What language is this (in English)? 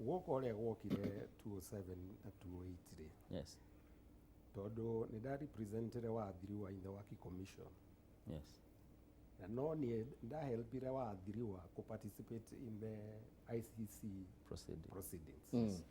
Kikuyu